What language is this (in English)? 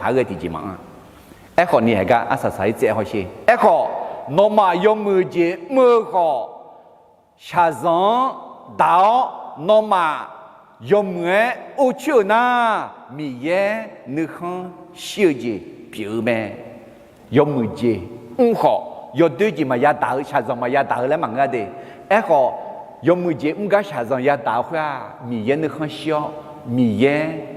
Akha